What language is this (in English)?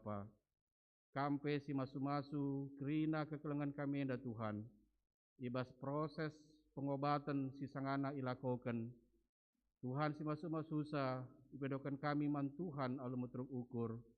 Batak Karo